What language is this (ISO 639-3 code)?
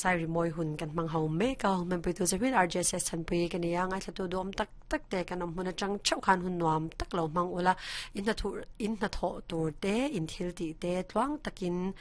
lus